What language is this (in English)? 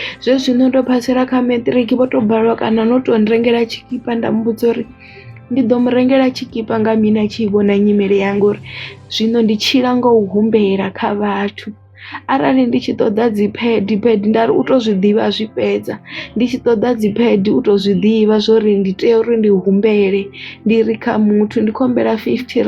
Venda